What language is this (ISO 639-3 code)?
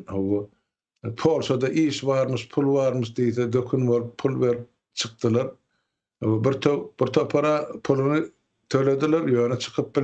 tuk